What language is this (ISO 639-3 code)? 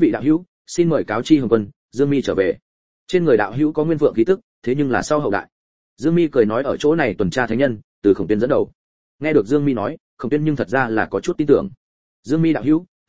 vie